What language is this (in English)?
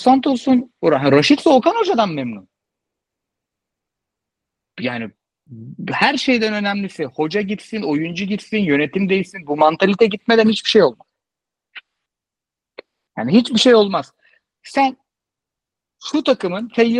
Turkish